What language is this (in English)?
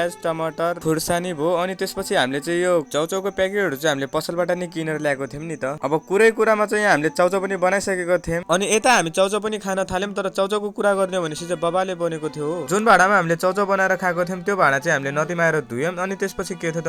Nepali